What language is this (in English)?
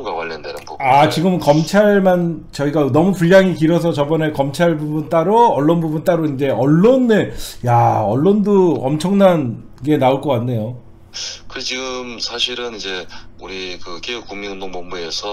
Korean